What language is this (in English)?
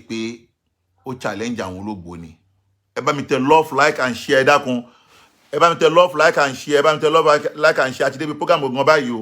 Yoruba